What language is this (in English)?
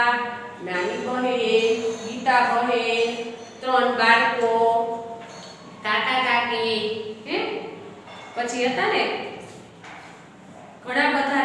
Gujarati